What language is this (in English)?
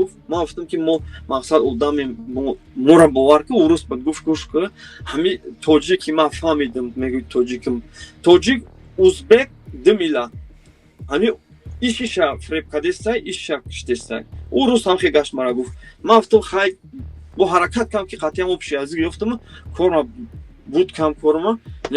Tajik